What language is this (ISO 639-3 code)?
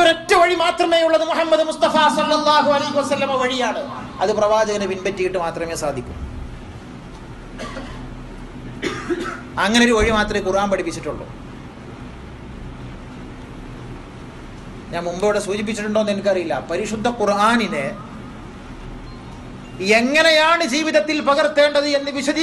mal